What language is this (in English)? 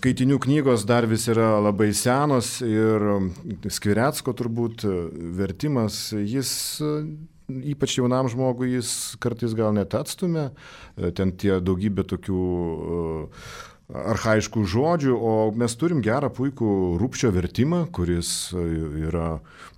Lithuanian